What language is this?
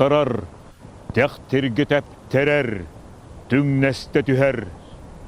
Yakut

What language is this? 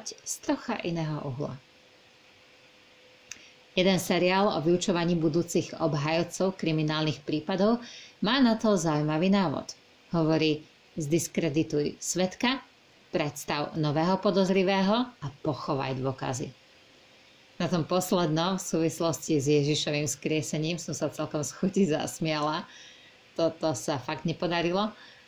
Slovak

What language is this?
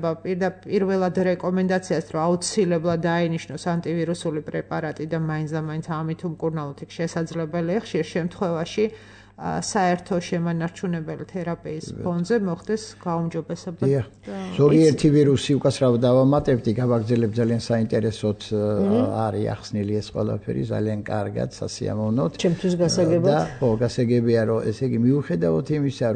Georgian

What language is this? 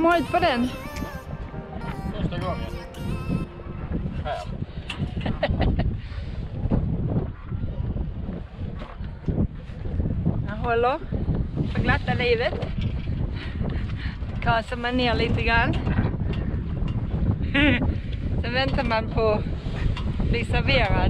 Swedish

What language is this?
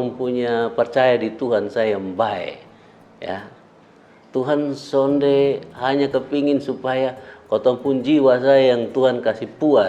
Kupang Malay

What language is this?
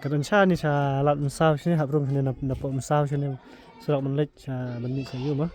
Khasi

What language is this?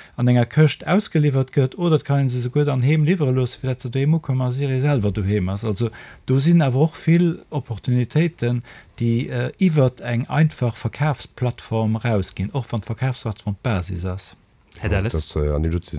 Luxembourgish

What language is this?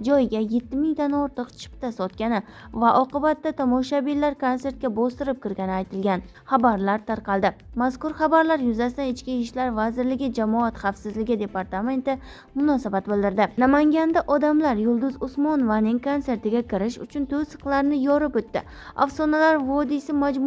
Uzbek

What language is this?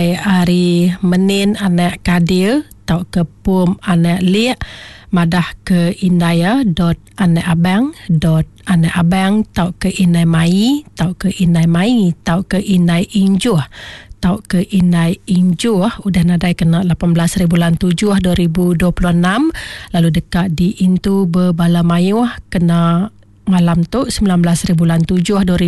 Iban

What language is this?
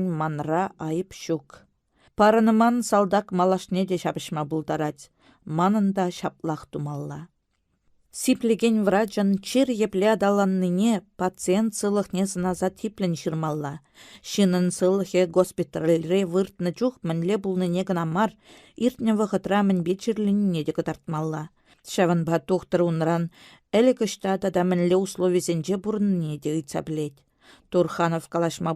Chuvash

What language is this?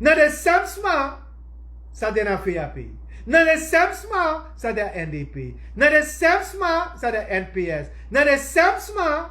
Sranan Tongo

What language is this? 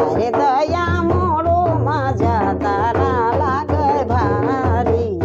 Sadri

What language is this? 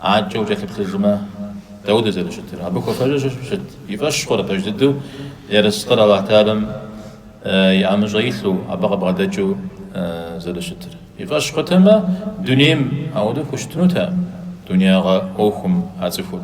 Kabardian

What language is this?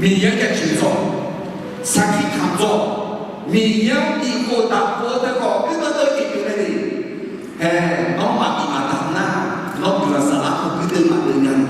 Akha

